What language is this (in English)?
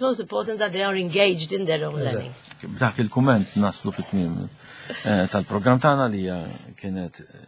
Maltese